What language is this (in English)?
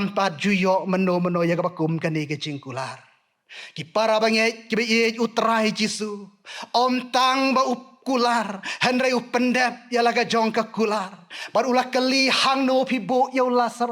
Khasi